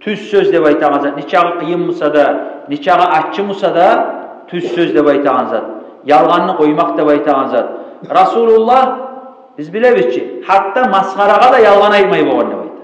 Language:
Kumyk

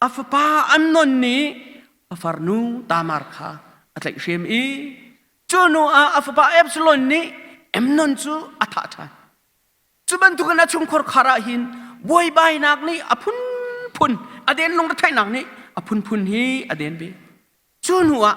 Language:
Hakha Chin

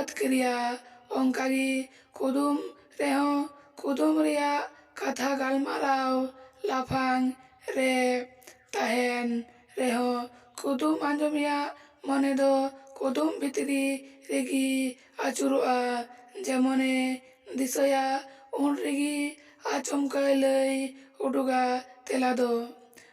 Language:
Santali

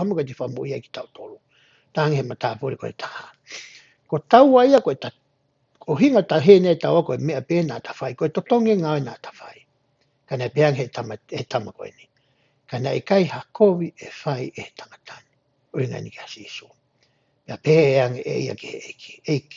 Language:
Tongan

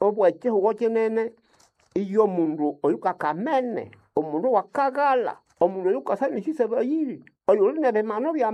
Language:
Nande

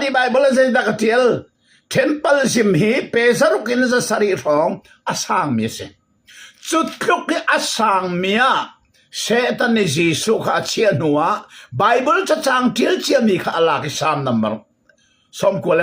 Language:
Hakha Chin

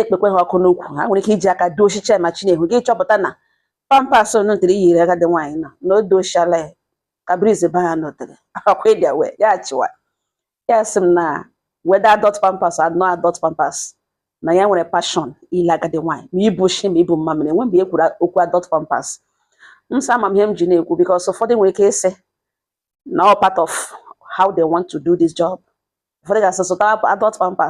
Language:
Igbo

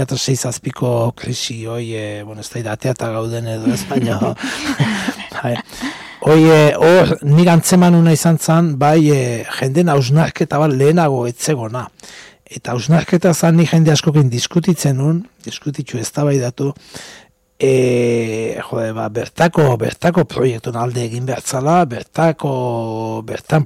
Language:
Basque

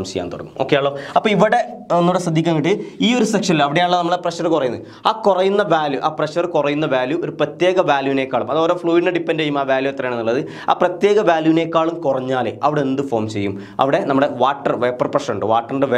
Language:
Malayalam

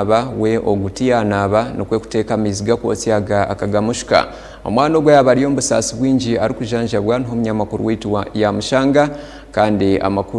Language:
Nyankole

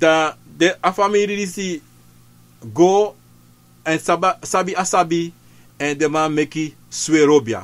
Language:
Sranan Tongo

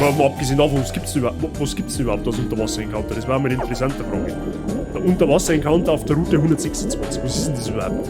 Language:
Bavarian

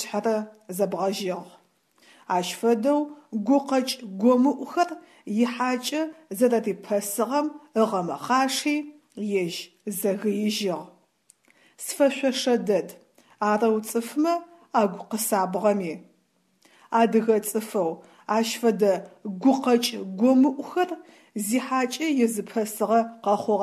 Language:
Adyghe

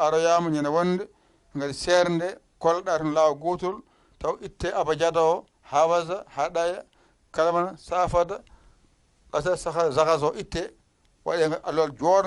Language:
Fula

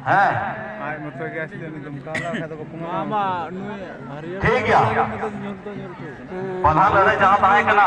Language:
Santali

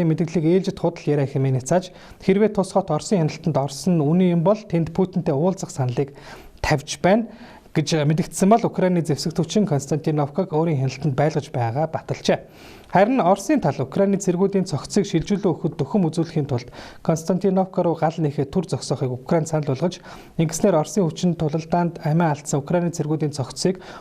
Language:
Mongolian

